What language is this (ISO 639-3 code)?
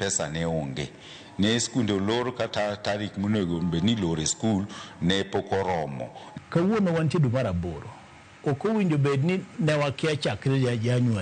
luo